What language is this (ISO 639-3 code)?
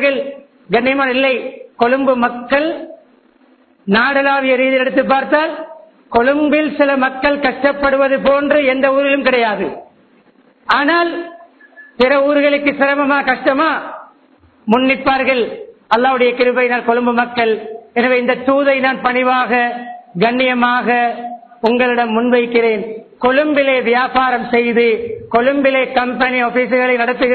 tam